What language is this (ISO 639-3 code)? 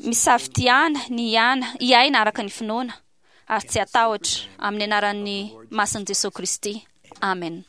mlg